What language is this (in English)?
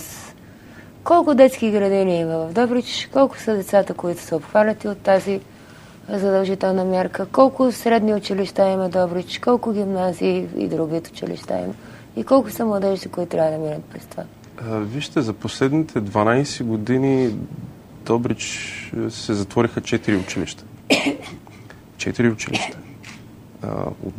Bulgarian